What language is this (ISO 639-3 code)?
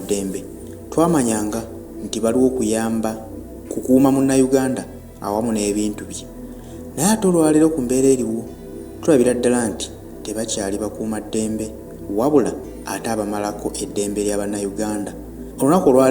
lug